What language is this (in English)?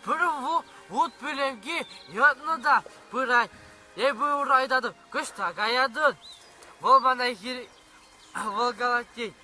Chuvash